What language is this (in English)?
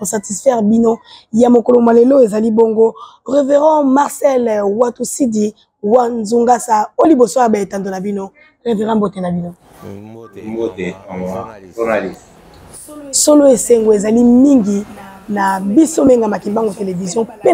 Lingala